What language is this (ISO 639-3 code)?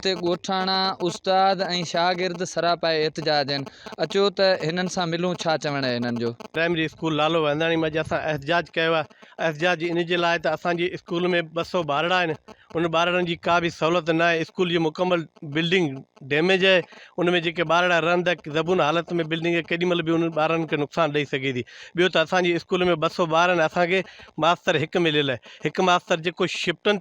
snd